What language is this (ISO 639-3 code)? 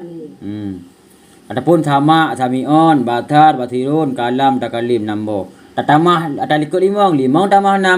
ace